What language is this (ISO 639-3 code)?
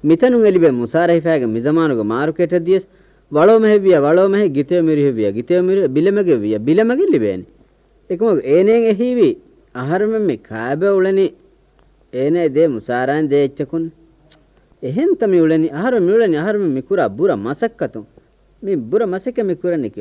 div